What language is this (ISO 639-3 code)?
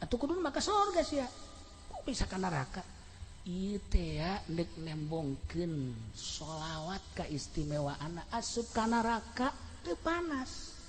sun